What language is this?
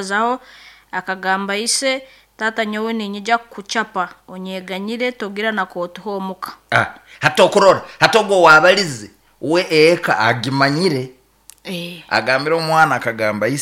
Nyankole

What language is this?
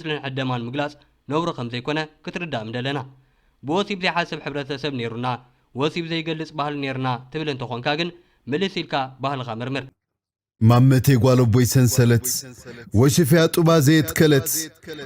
Tigrinya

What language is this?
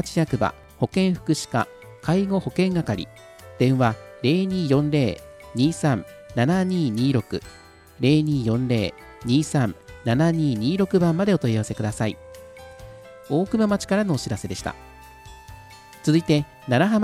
Japanese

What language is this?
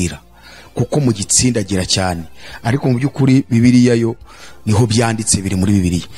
Kinyarwanda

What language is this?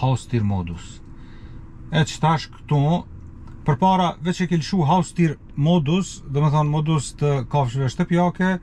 Albanian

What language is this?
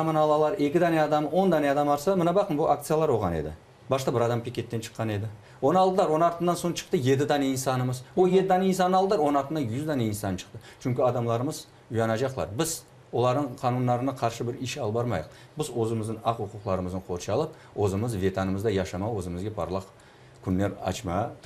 Crimean Tatar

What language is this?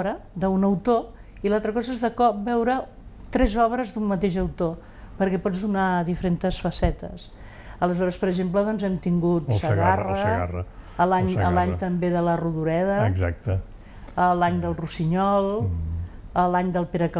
Catalan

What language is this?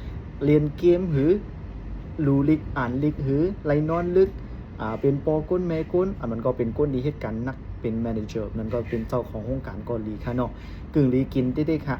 Shan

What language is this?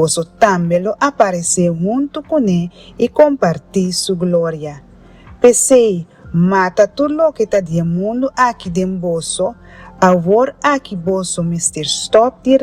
Papiamento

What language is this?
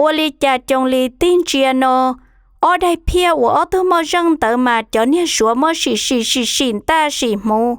Hmong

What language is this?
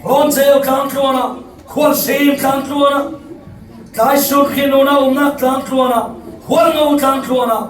Falam Chin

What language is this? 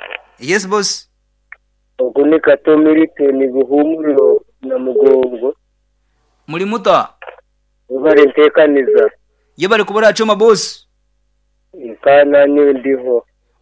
Nyankole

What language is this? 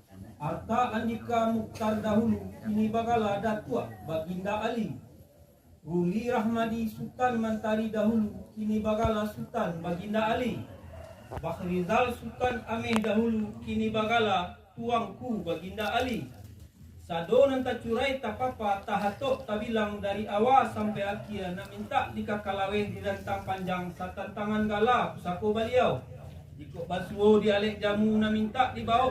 Minangkabau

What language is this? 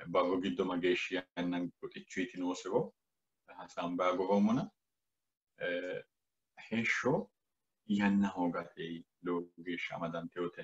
Sidamo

